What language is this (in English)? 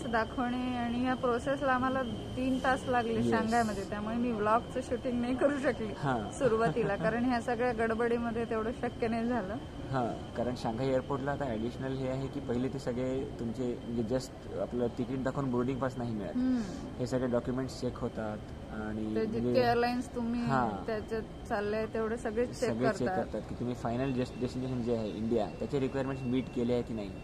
Marathi